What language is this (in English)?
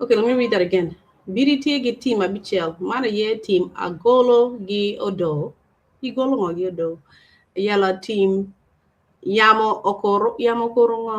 Acoli